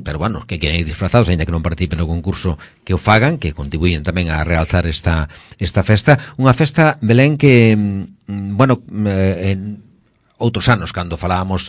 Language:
Galician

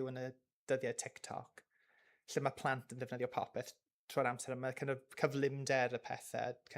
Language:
Welsh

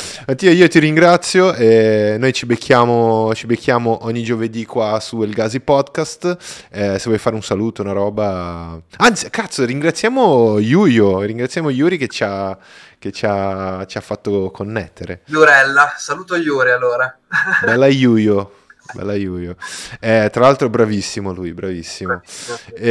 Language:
Italian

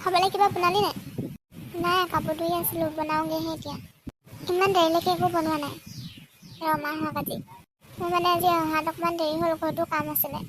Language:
Assamese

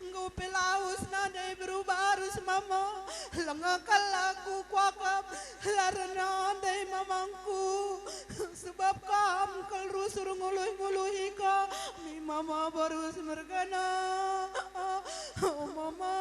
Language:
Batak Karo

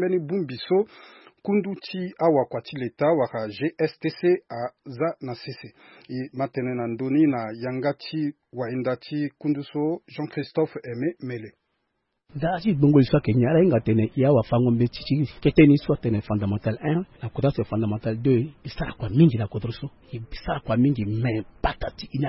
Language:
Sango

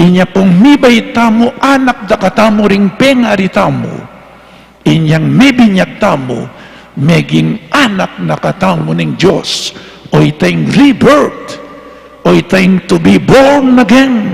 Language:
Pampanga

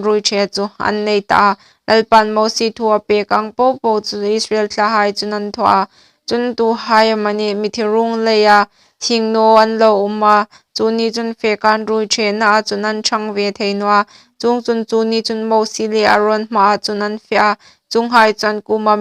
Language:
Hmar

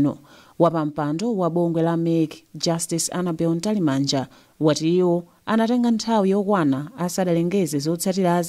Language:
Nyanja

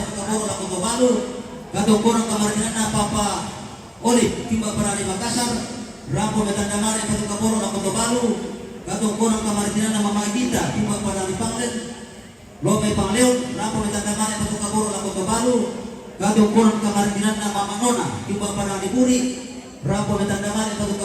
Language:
Toraja-Sa'dan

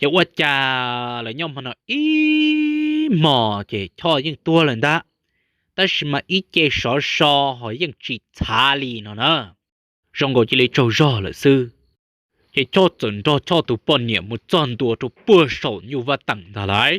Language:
Hmong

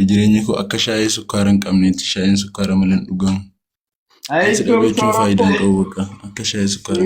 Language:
Oromo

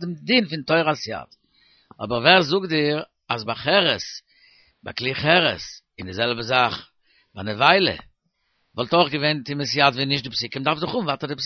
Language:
Yiddish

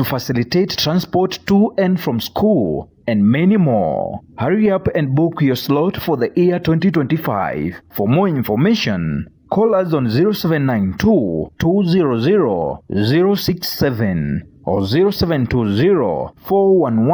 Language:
Meru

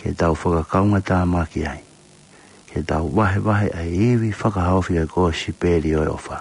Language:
Tongan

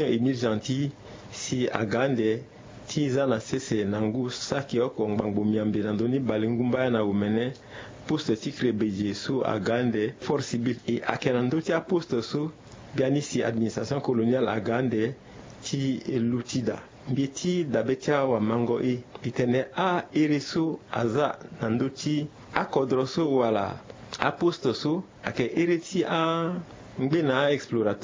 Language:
Sango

